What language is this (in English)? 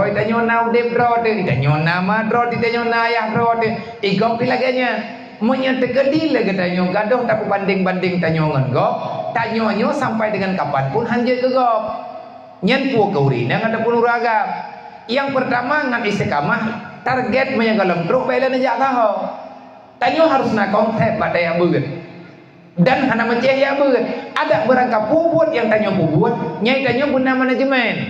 Achinese